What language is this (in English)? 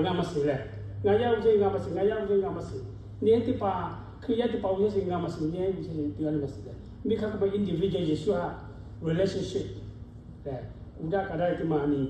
Lahu